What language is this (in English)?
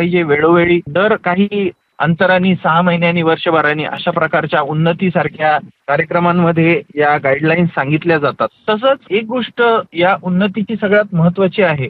Marathi